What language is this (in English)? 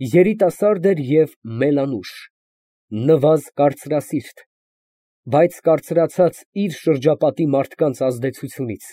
Armenian